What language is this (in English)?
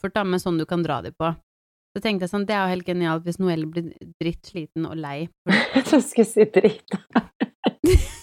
Norwegian